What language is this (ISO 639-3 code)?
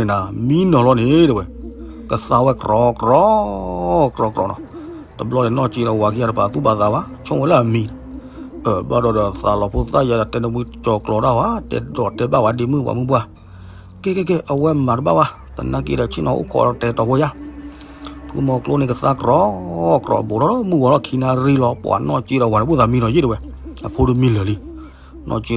ksw